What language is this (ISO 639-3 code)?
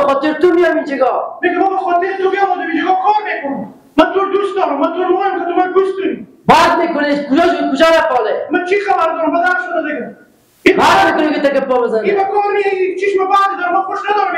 fas